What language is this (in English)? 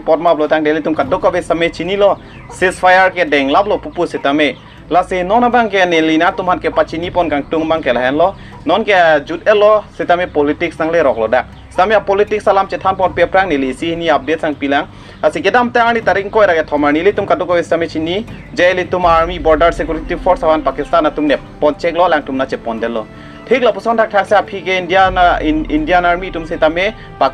Karbi